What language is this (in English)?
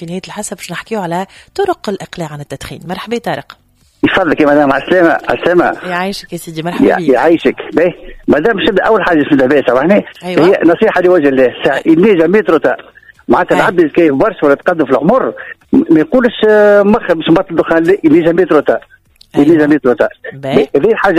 Tunisian Arabic